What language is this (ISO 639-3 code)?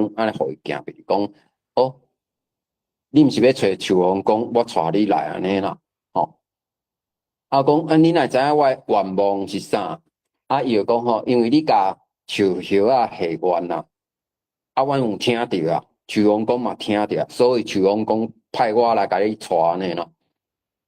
nan